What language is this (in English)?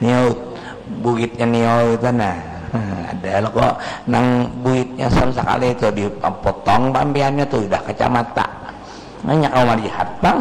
Banjar